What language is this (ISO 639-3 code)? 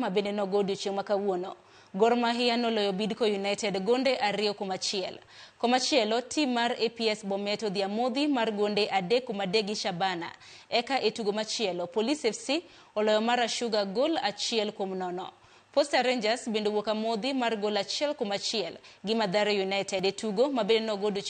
luo